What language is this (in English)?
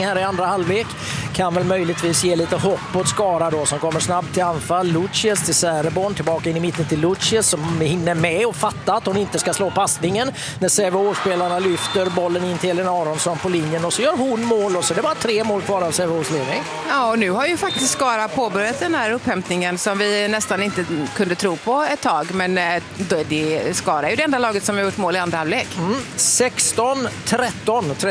Swedish